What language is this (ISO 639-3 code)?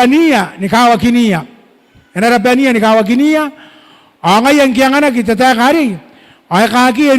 gil